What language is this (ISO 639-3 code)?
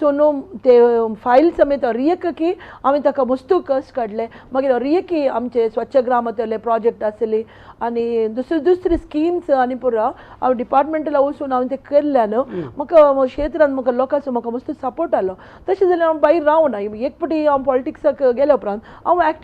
kok